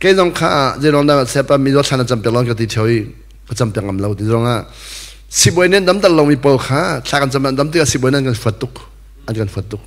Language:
Hakha Chin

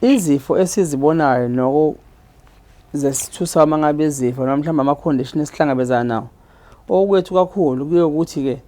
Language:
Zulu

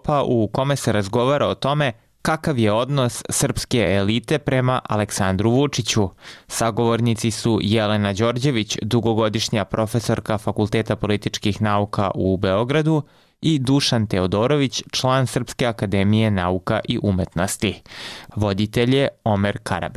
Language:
Serbian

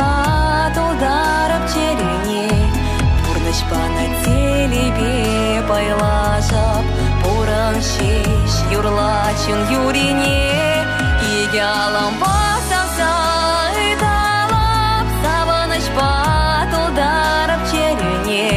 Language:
Chuvash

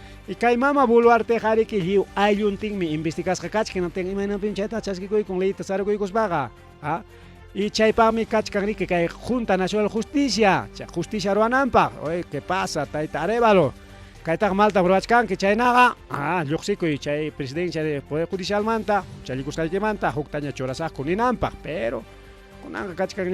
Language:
Ayacucho Quechua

